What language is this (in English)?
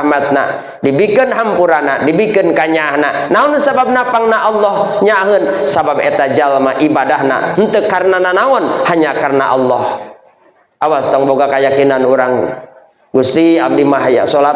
Sundanese